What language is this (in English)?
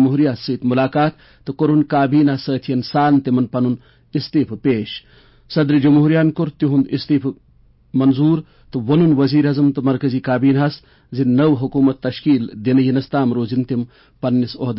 Kashmiri